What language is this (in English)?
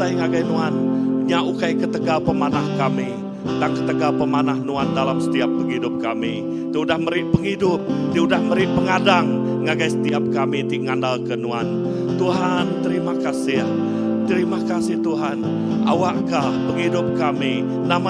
Iban